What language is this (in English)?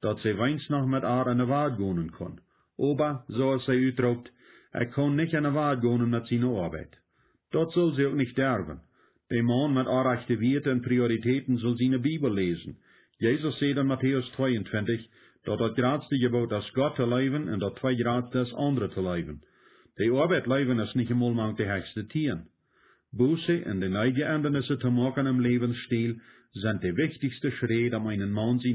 Plautdietsch